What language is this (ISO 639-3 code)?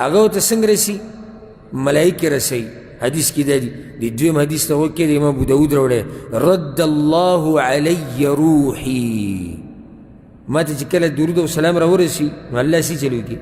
pus